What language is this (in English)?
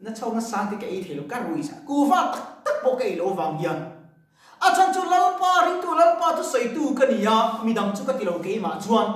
Mizo